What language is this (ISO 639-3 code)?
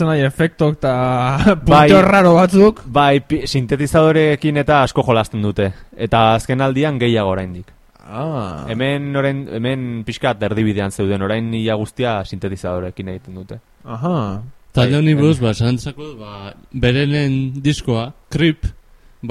eus